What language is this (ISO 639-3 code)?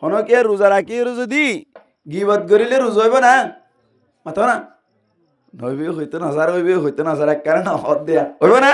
rhg